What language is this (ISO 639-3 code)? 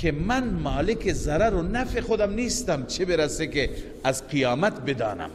fas